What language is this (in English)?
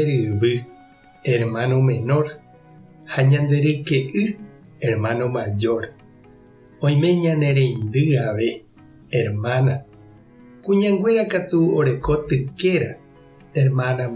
Guarani